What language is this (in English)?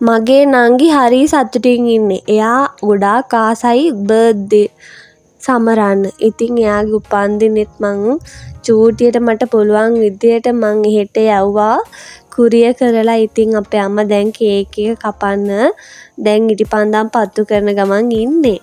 Sinhala